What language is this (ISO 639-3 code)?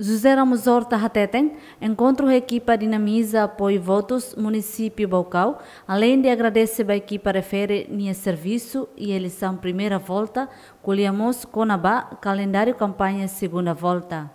tet